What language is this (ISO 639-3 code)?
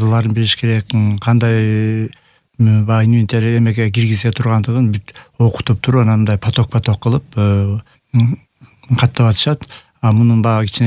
kir